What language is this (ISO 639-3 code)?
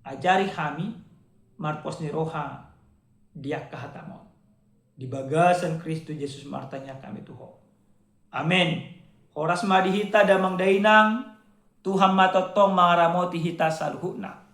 bbc